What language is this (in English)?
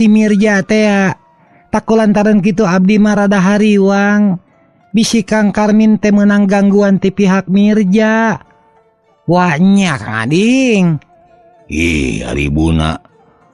Sundanese